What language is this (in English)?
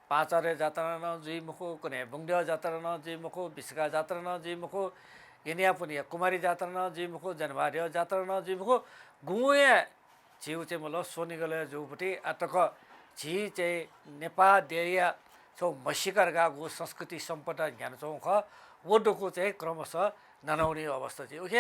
Newari